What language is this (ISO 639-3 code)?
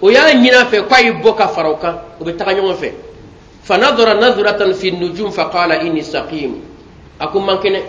bam